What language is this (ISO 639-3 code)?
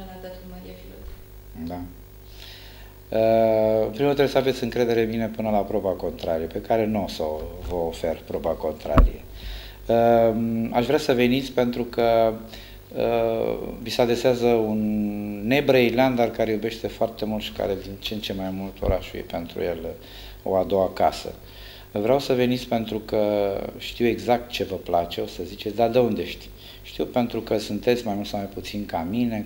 ron